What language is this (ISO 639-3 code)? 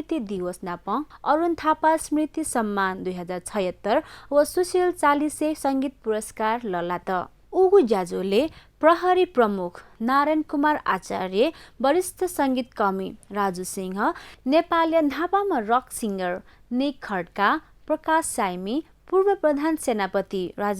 new